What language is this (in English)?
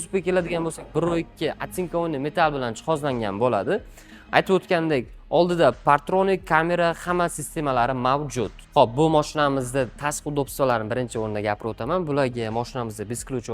Uzbek